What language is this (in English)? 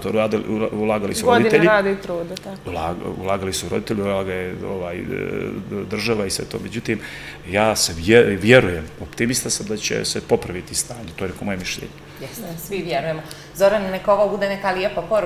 Serbian